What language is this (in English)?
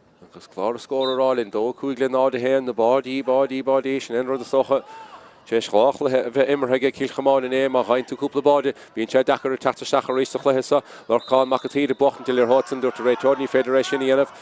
Irish